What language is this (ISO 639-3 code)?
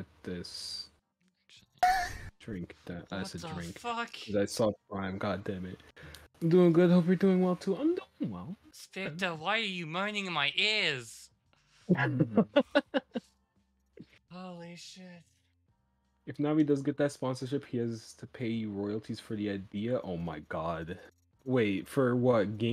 eng